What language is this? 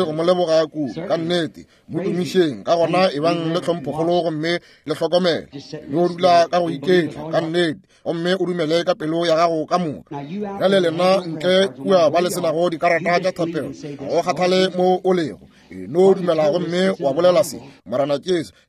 Northern Sotho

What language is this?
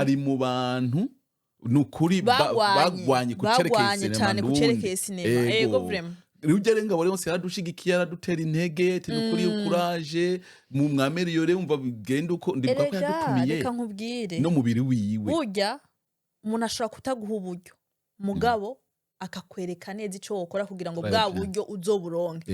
Rundi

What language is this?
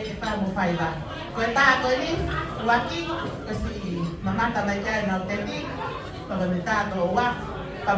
Tongan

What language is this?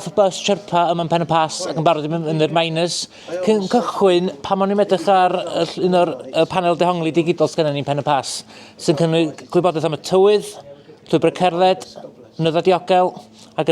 Welsh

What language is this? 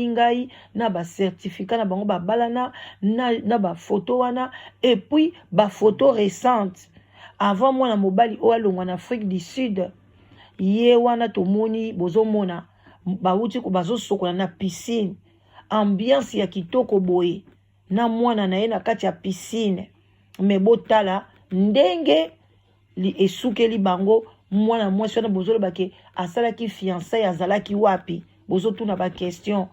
Lingala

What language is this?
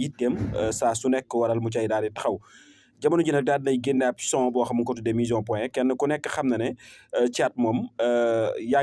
Wolof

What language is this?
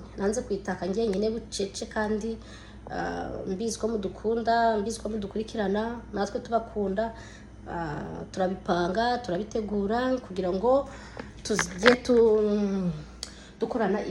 Kinyarwanda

